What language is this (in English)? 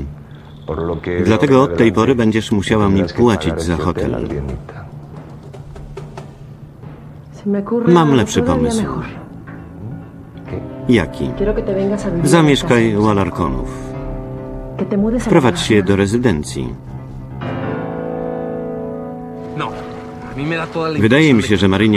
Polish